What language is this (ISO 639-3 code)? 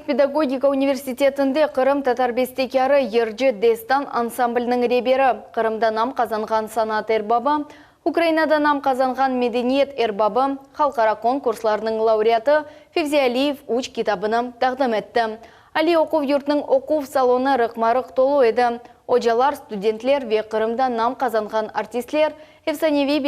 crh